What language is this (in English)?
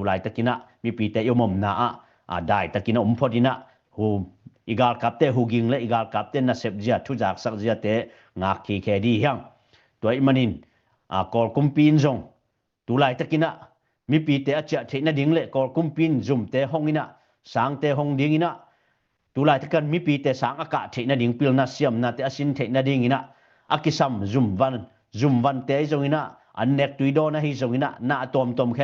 Tedim Chin